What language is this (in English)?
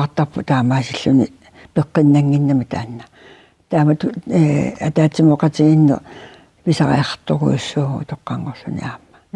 Kalaallisut